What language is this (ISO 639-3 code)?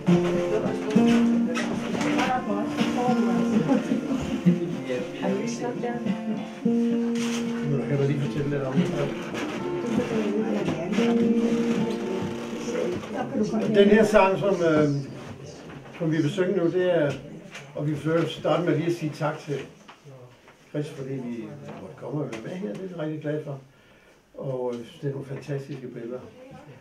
dan